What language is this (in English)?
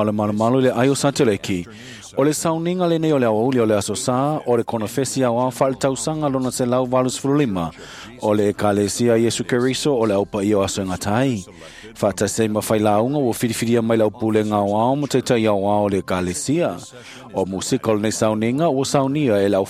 Samoan